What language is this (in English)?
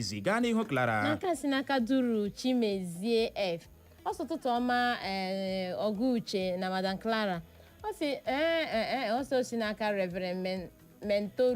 Igbo